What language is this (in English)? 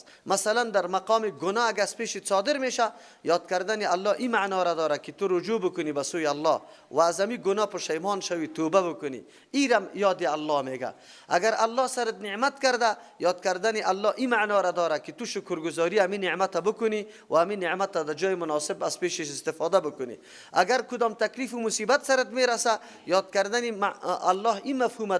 Persian